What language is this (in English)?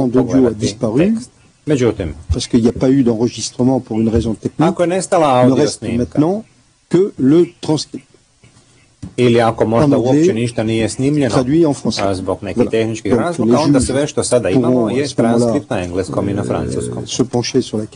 Croatian